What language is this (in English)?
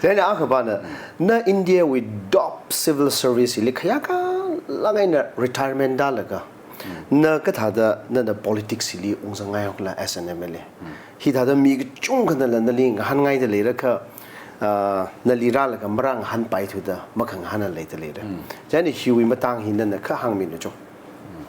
Tangkhul Naga (India)